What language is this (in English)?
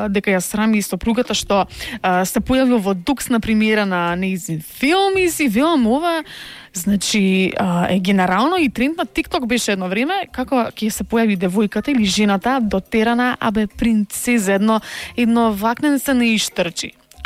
Macedonian